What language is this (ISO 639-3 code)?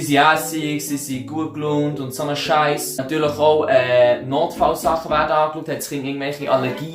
gsw